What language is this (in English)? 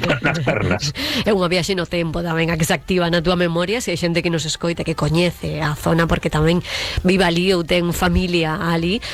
Galician